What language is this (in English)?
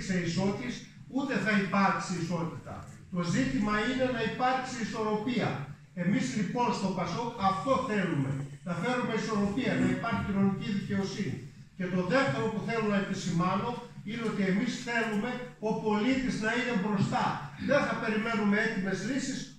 Greek